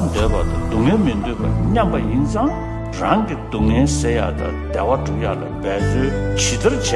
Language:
Tibetan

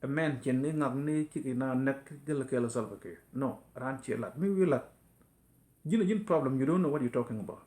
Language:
Nuer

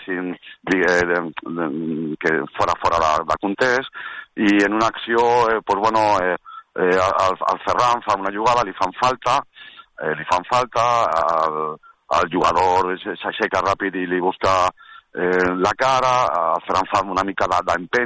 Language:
Catalan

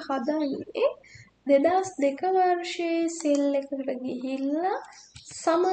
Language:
Sinhala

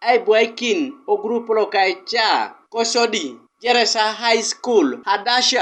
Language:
Teso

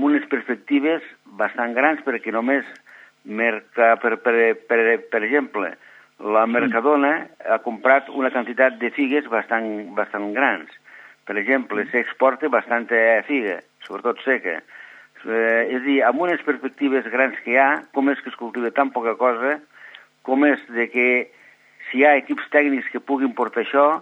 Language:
Catalan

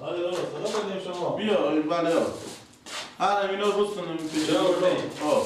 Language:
Persian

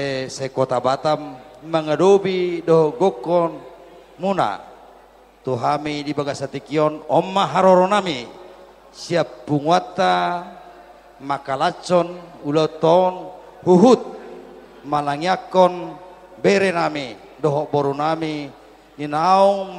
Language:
Batak Toba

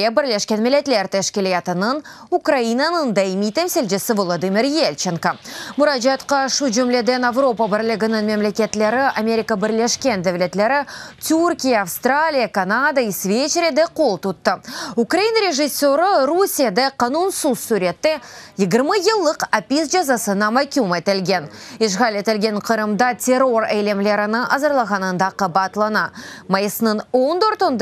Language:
Crimean Tatar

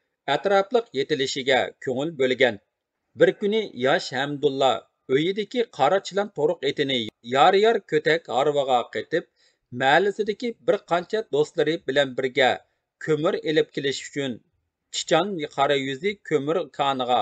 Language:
Uyghur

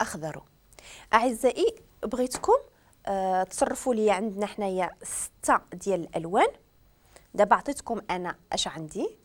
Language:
Moroccan Arabic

